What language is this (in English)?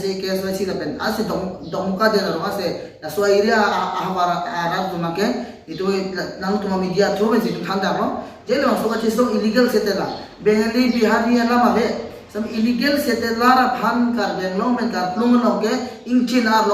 Karbi